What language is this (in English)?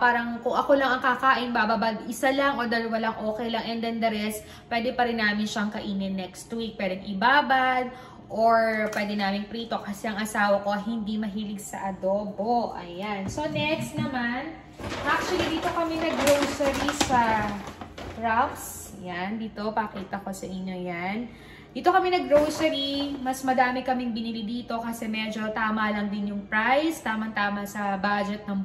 Filipino